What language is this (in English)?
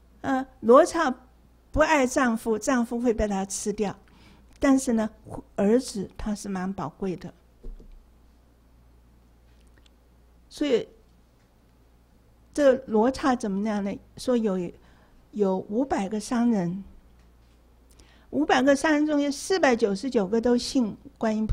Chinese